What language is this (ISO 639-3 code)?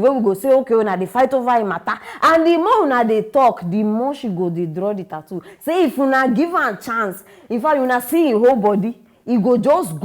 pcm